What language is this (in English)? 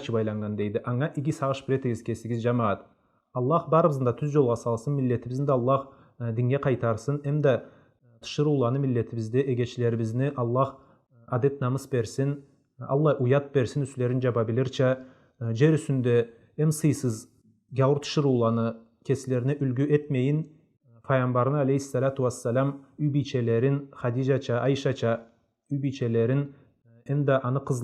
Karachay-Balkar